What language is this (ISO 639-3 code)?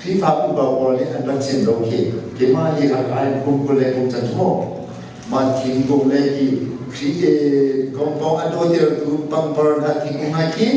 cnh